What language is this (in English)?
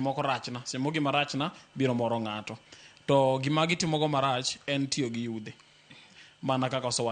Luo (Kenya and Tanzania)